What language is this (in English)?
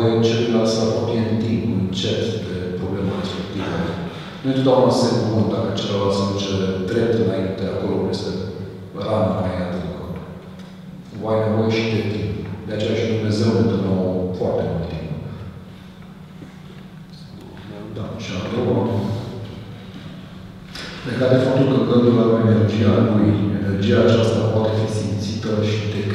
Romanian